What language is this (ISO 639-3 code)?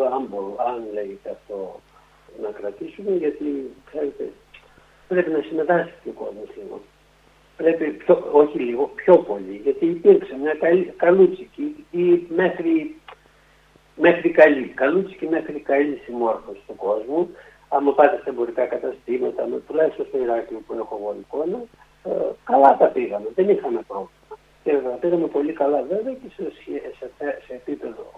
ell